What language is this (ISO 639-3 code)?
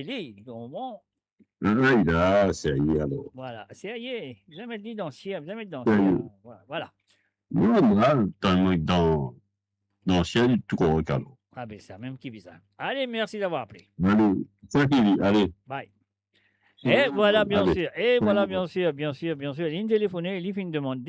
mfe